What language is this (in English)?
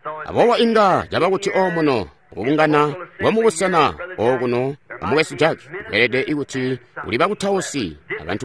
Tonga (Zambia)